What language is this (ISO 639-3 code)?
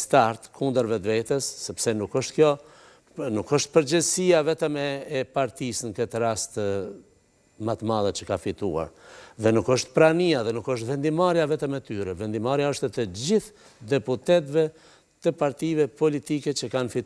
sqi